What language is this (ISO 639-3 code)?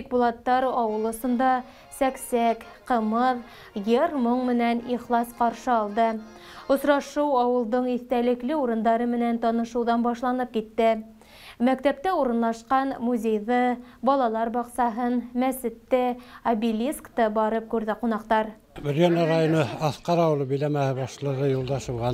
bak